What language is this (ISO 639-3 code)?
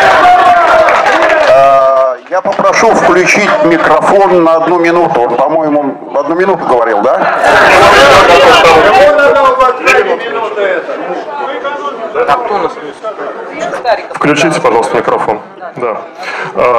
rus